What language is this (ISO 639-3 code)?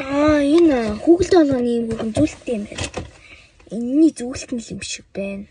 mon